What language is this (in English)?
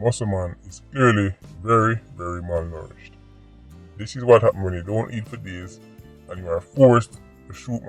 Jamaican Creole English